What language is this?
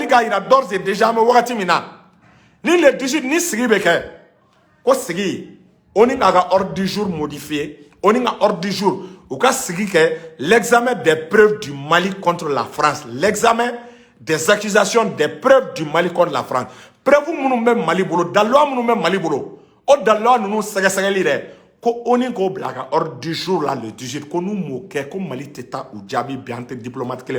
Bambara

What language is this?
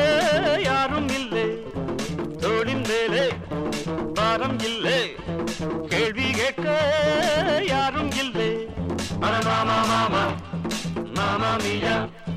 Tamil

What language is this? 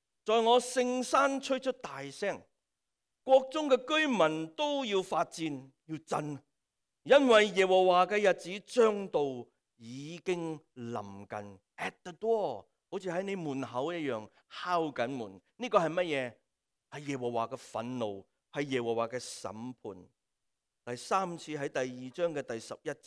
Cantonese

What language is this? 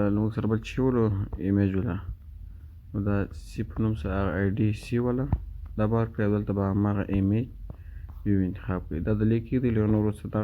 Pashto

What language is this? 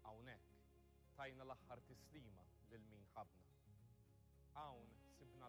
Maltese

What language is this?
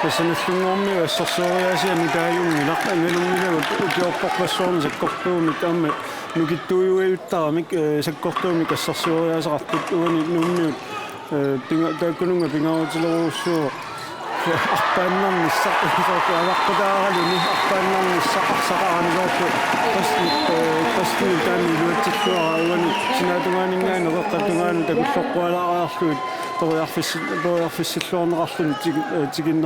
Kalaallisut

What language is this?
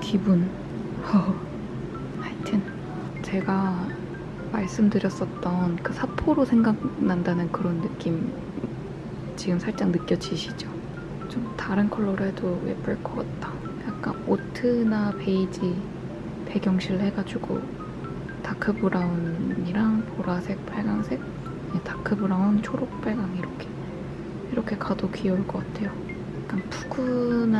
Korean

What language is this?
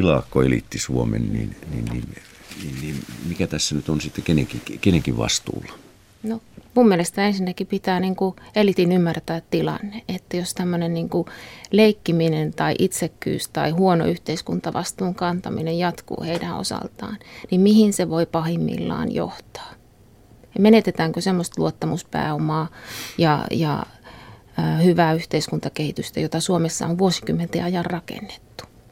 Finnish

